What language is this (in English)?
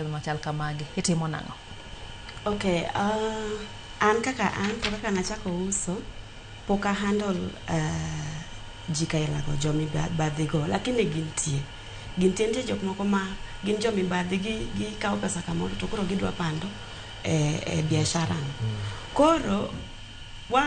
Luo (Kenya and Tanzania)